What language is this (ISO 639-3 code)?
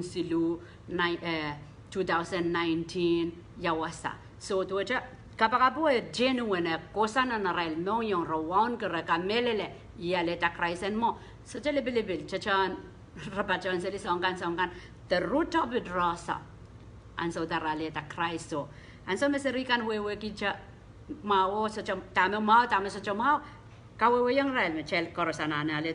pon